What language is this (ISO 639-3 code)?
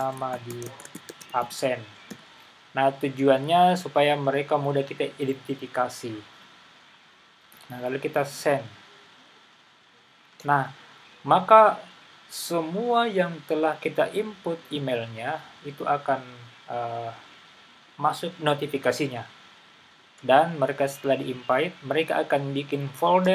ind